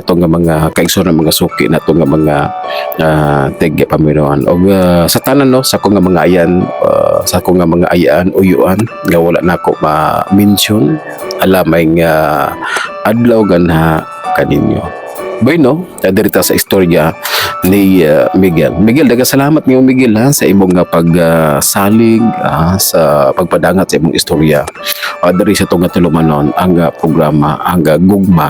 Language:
Cebuano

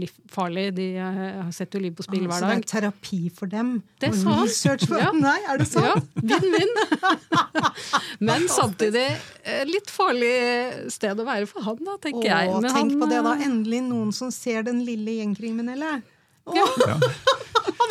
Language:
Norwegian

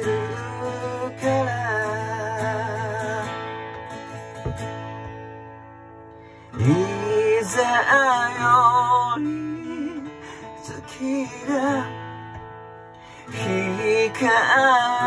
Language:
Japanese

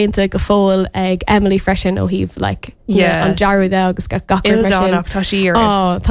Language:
Irish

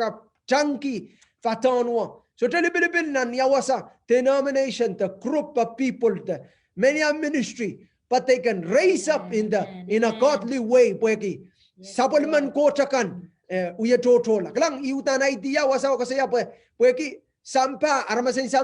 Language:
Pohnpeian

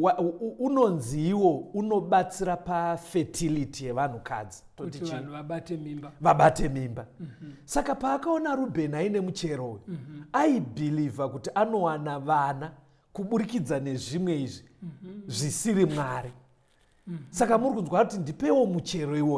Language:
Shona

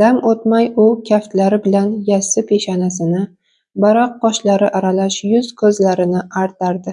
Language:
Uzbek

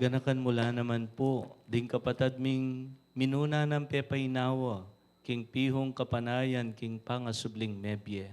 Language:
Pampanga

